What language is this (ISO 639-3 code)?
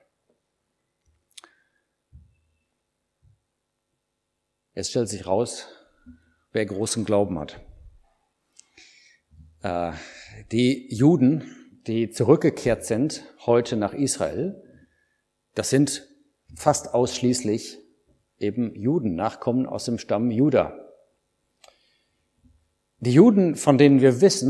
deu